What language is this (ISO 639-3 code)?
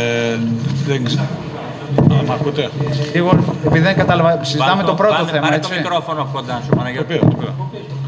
ell